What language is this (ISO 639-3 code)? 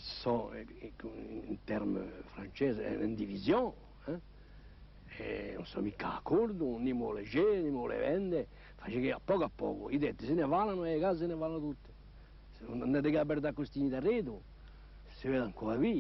cos